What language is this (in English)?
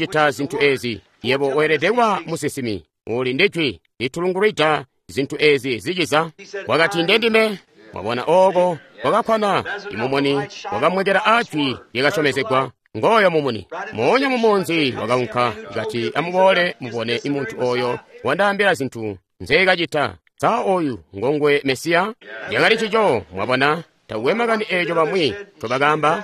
Tonga (Zambia)